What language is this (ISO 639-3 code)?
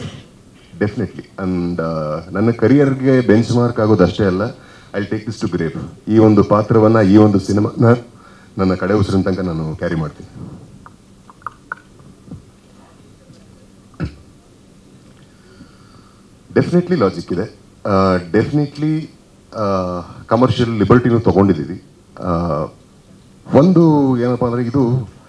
kan